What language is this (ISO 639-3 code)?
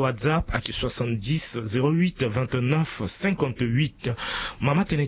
sag